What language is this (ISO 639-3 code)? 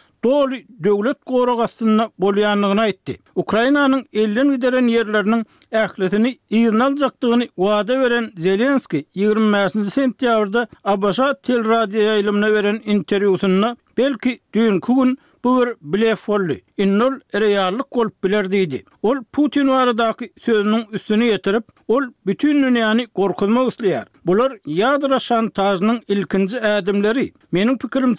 tuk